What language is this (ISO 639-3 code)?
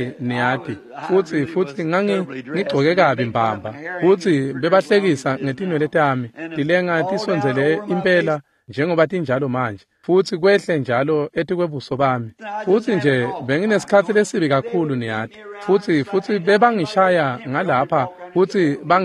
ssw